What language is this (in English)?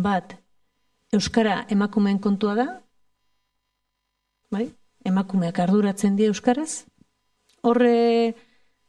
Basque